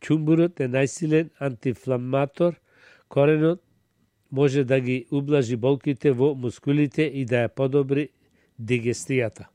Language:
Macedonian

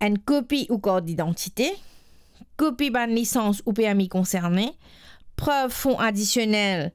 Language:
Morisyen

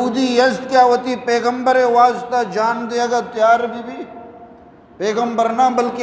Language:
Eastern Balochi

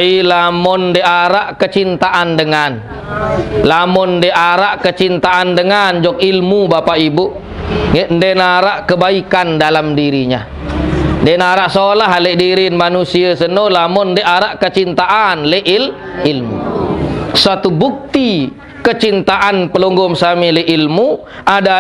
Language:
Sasak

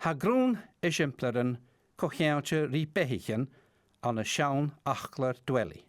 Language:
Scottish Gaelic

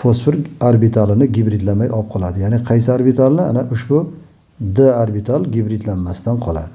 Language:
Uzbek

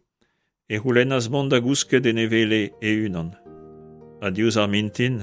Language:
Breton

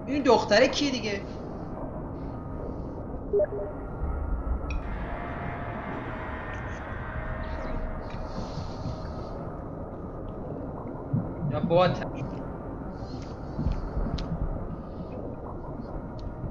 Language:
Persian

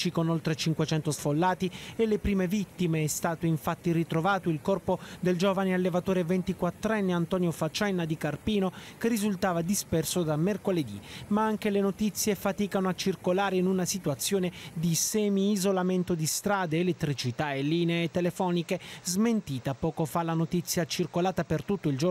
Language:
Italian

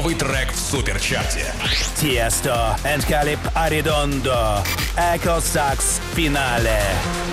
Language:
Russian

